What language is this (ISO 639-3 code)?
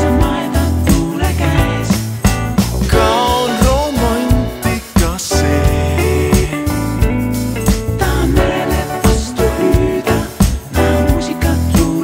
est